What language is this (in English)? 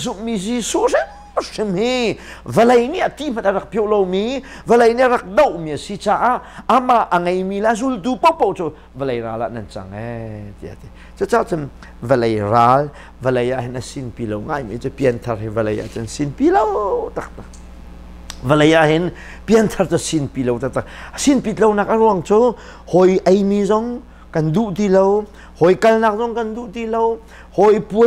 Hakha Chin